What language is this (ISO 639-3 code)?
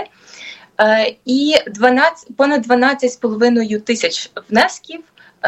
ukr